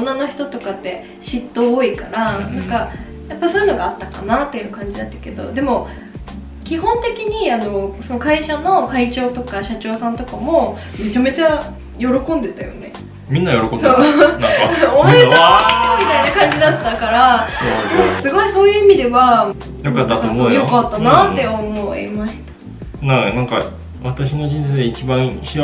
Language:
Japanese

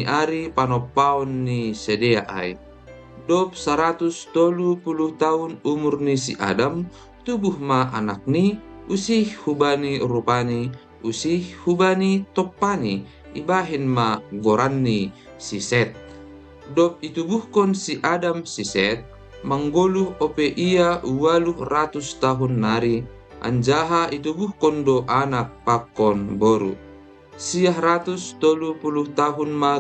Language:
Batak Simalungun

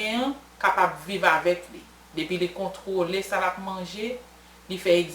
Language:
Haitian Creole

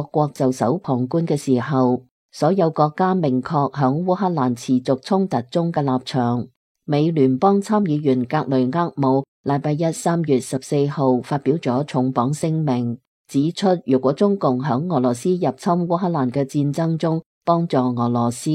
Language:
Cantonese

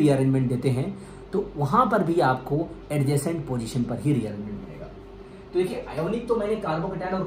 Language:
Hindi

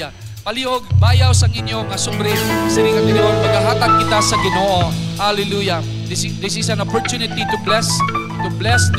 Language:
Hiligaynon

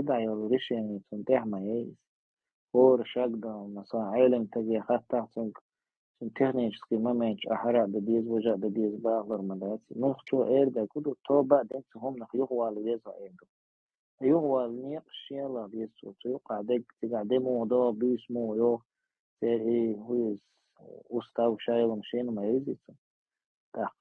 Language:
Chechen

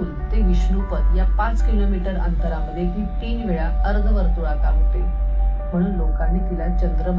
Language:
Marathi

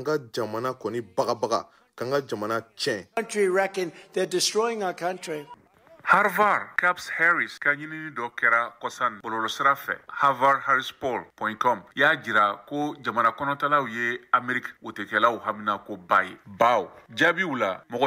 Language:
Bambara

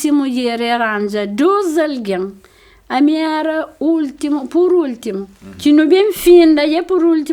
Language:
Kabuverdianu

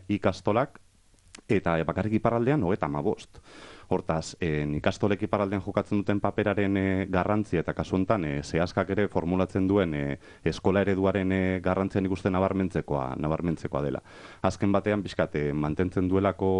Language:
Basque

